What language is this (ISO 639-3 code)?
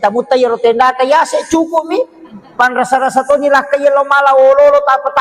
bug